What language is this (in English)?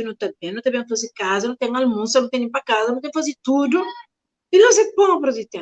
Kabuverdianu